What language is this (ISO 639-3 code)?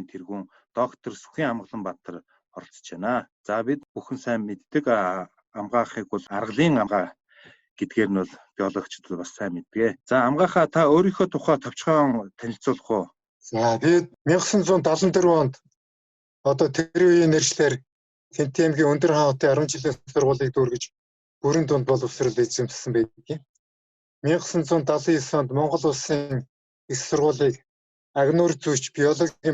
mon